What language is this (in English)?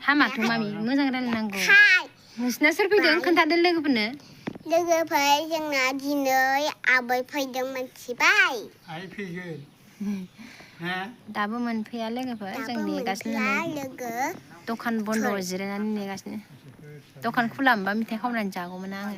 Bodo